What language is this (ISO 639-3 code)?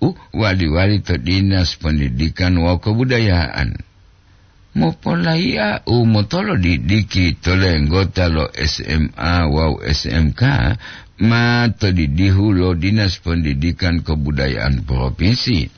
gor